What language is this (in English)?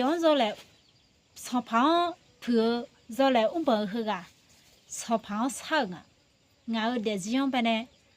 Akha